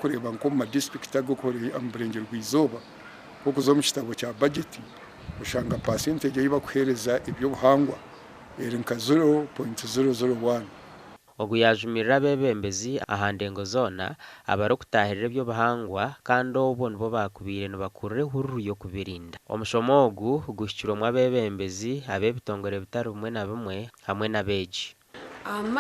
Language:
Nyankole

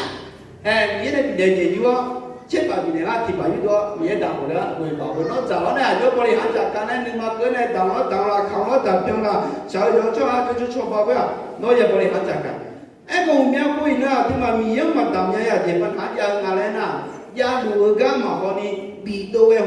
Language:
Akha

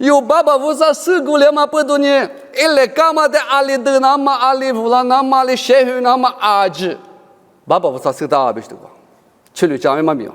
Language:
Lisu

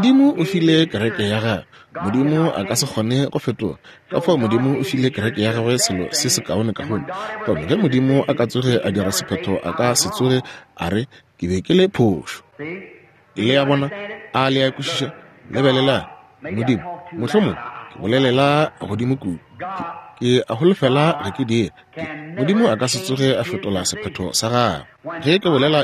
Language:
Northern Sotho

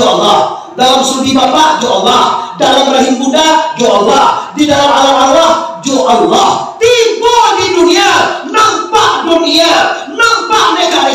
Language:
Minangkabau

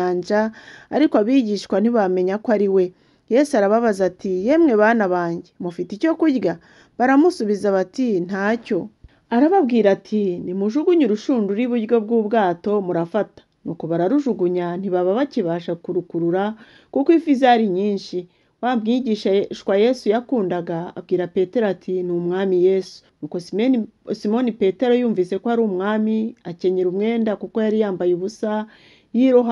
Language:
Kinyarwanda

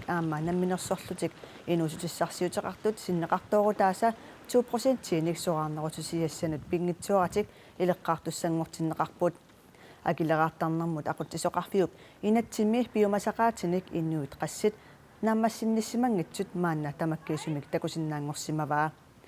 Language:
Kalaallisut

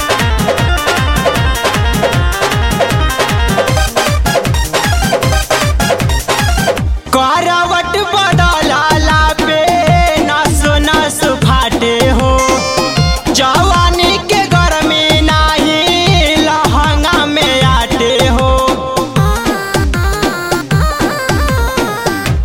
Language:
Bhojpuri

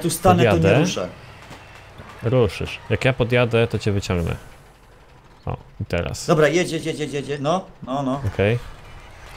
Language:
Polish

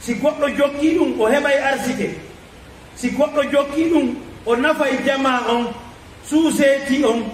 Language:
Fula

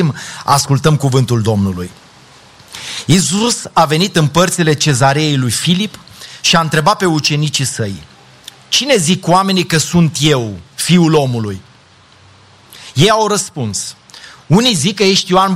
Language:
Romanian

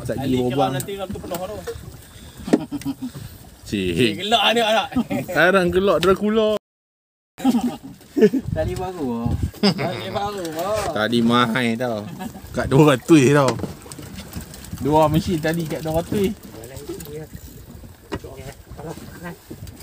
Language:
Malay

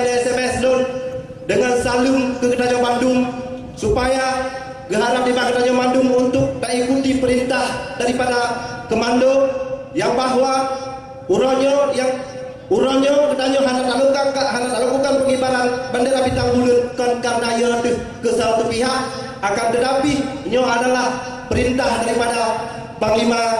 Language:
Achinese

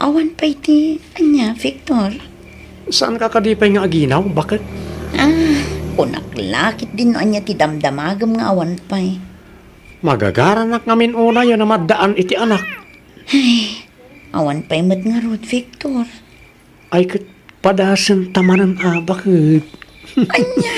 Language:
Iloko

